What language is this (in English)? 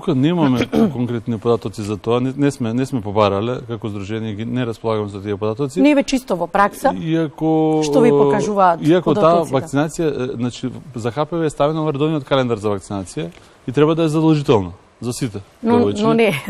Macedonian